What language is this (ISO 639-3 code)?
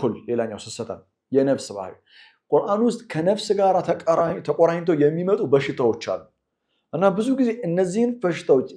amh